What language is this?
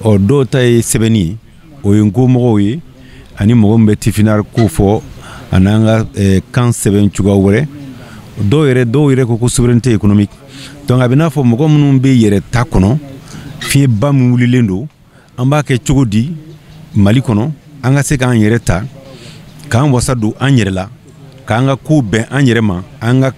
Bambara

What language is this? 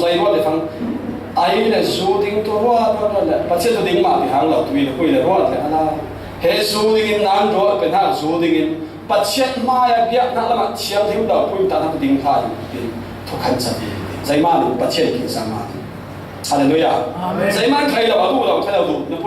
Falam Chin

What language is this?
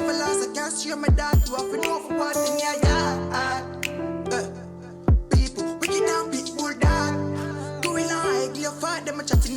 Jamaican Creole English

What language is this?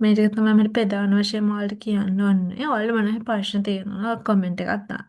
Sinhala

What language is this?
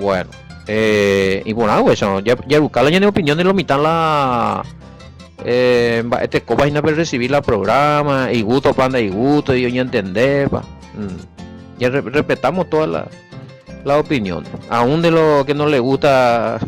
Guarani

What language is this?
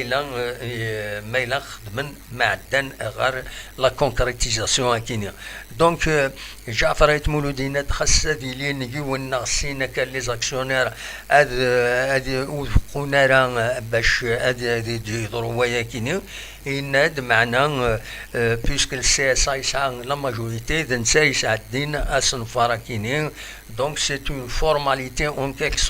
Kabyle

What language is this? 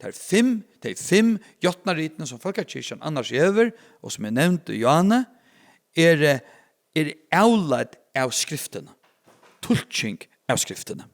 Faroese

